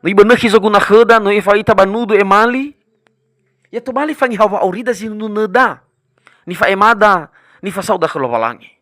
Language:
Nias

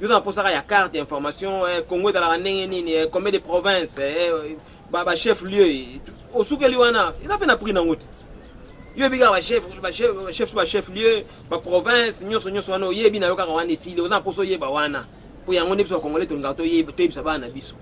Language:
Lingala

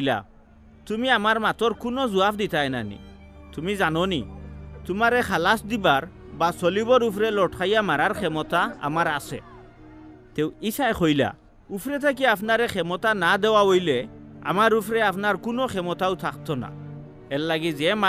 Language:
Sylheti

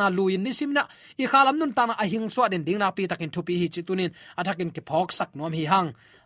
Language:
Tedim Chin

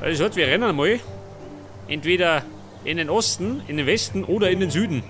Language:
Bavarian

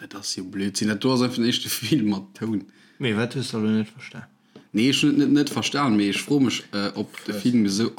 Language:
Luxembourgish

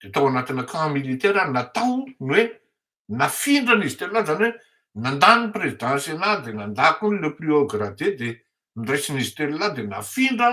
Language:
Malagasy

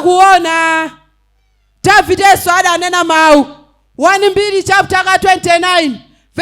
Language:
Nyanja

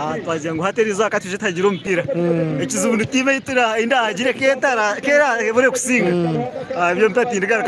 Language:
Nyankole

